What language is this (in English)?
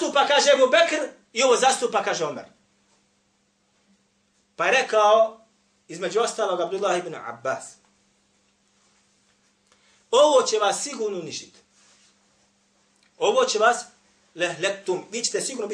Bosnian